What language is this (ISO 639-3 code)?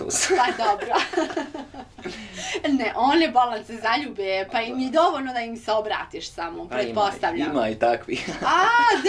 bos